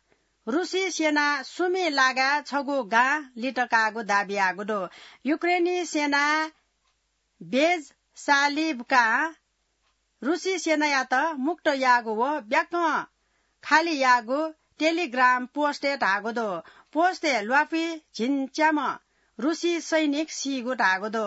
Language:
Newari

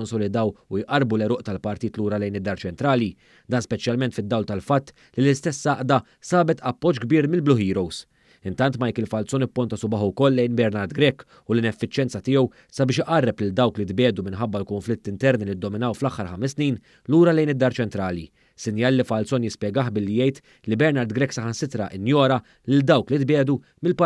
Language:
Maltese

